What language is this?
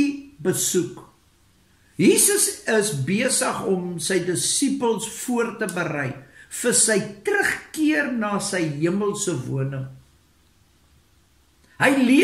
Afrikaans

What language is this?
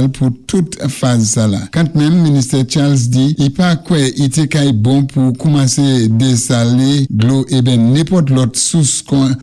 Saint Lucian Creole French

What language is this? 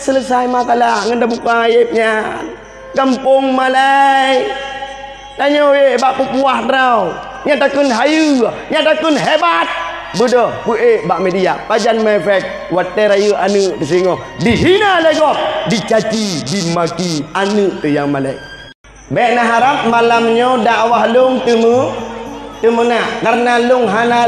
Achinese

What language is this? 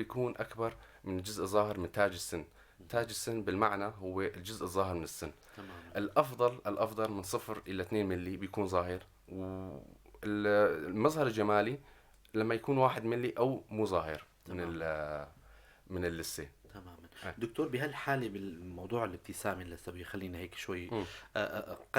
North Levantine Arabic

